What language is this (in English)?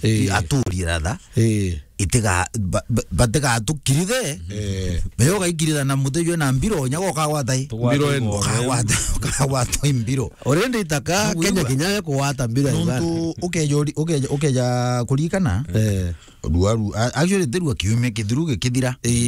Meru